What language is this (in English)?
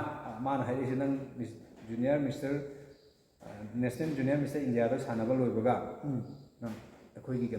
Manipuri